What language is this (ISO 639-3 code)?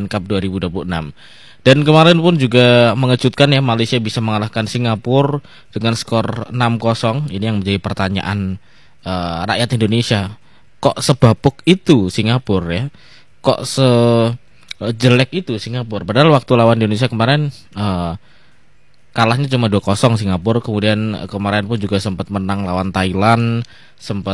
ind